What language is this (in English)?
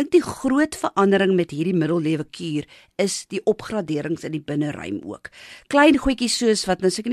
Afrikaans